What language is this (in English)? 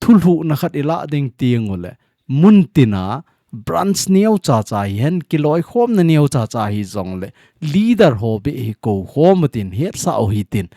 Thado Chin